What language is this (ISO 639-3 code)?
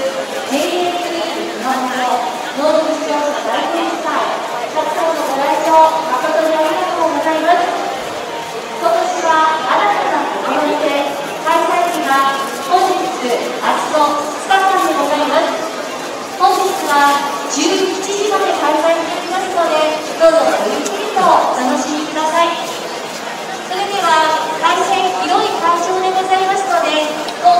jpn